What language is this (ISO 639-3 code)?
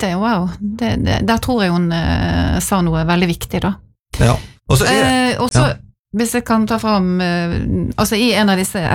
nor